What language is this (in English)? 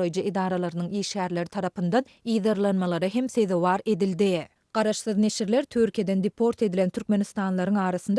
Turkmen